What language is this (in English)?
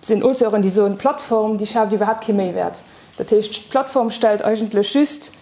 Luxembourgish